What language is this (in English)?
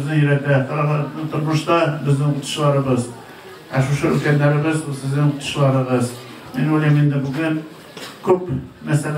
Tatar